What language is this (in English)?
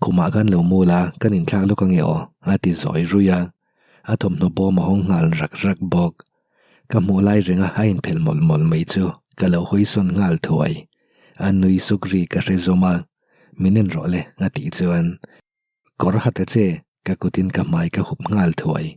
Mizo